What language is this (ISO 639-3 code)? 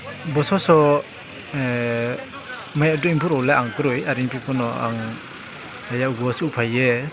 ria